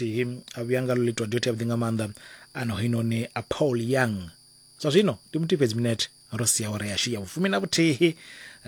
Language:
Venda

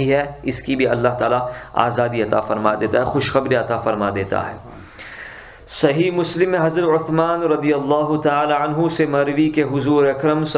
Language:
Urdu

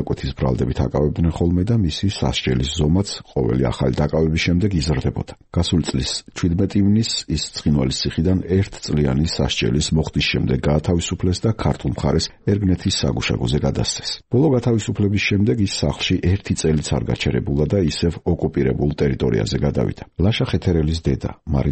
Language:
Georgian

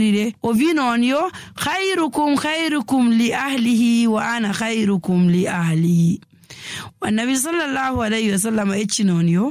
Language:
Nigerian Fulfulde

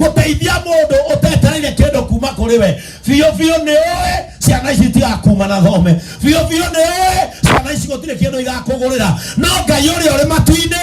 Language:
Kikuyu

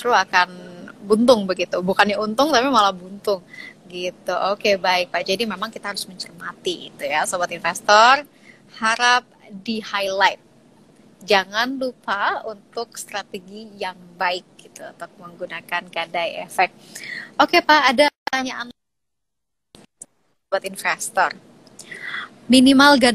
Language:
Indonesian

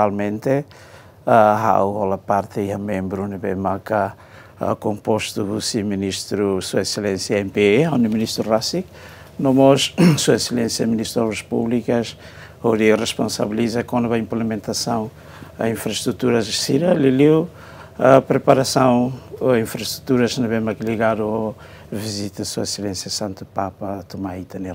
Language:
Tetum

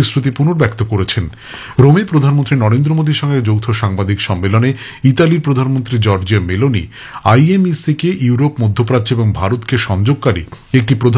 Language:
Bangla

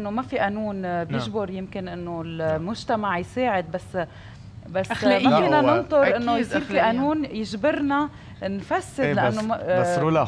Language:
North Levantine Arabic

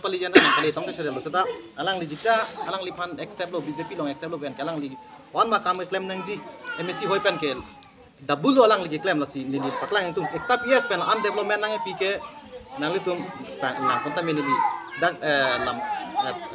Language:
Karbi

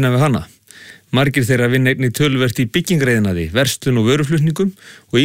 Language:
Icelandic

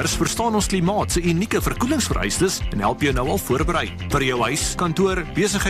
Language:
Afrikaans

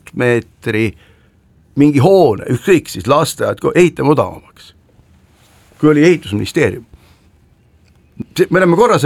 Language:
Estonian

